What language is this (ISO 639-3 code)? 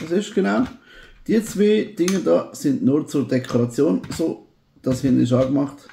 gsw